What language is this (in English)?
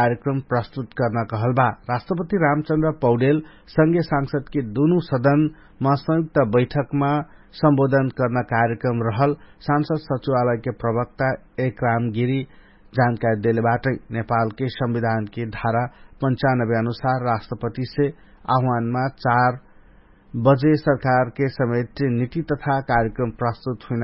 Dangaura Tharu